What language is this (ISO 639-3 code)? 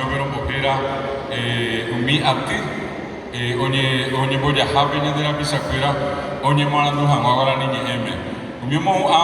grn